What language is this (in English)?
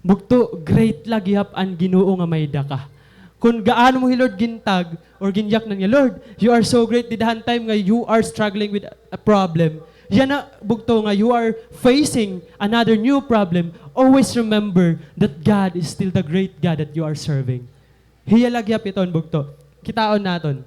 Waray